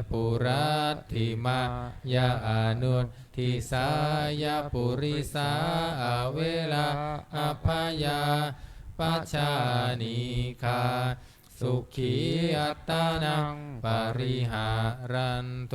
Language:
Pali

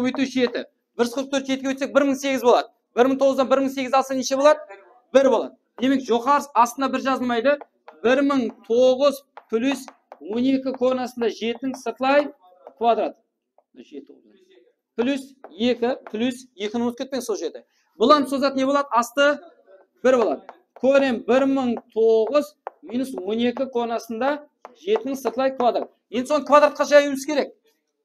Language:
Kara-Kalpak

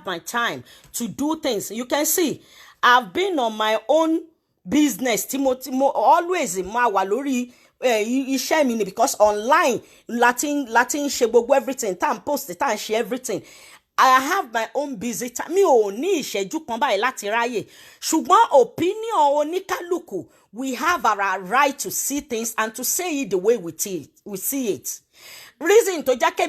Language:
Yoruba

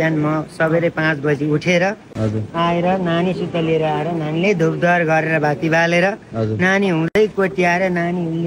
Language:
Nepali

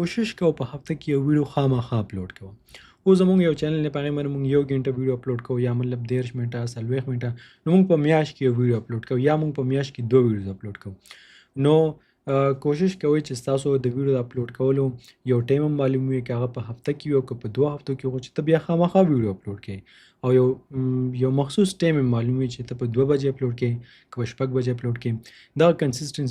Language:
Pashto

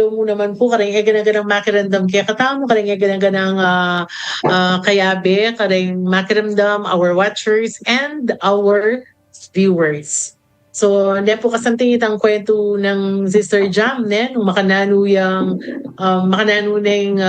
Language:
Pampanga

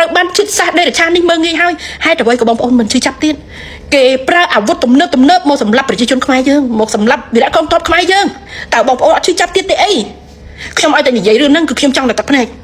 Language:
Khmer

